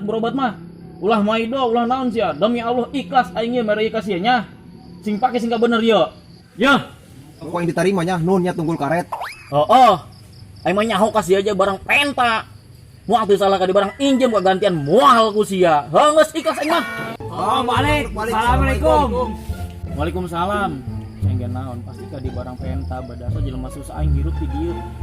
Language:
Sundanese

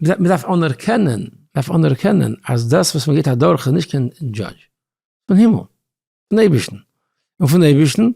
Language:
Yiddish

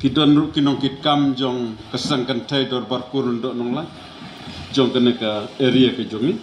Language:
Khasi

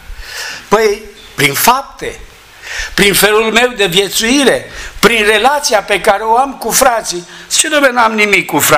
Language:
Romanian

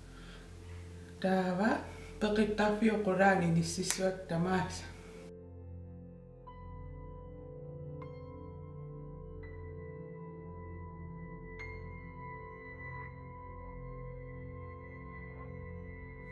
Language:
Kalaallisut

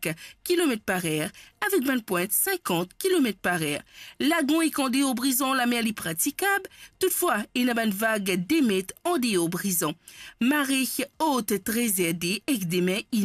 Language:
Morisyen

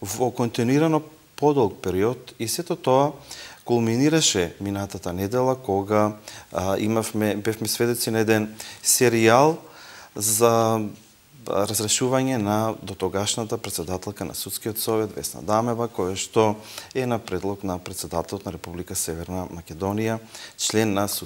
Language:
Macedonian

